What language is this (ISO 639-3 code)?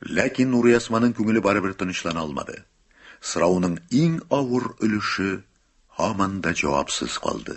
tat